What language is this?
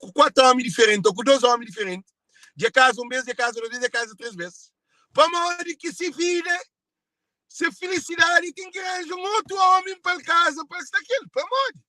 Kabuverdianu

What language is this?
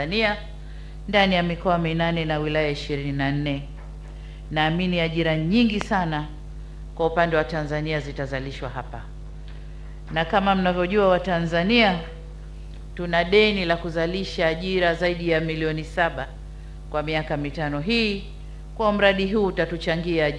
Swahili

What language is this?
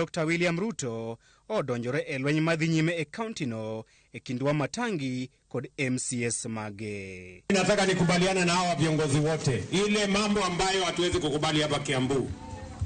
Luo (Kenya and Tanzania)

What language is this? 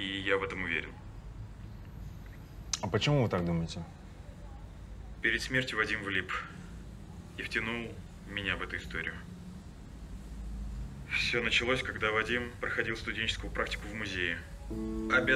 Russian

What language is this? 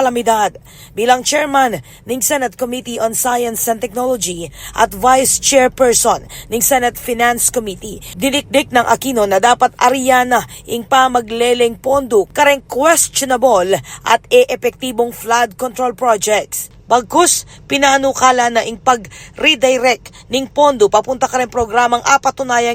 Pampanga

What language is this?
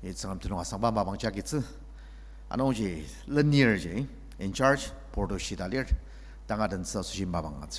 Ao Naga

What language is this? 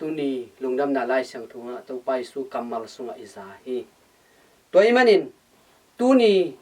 Tedim Chin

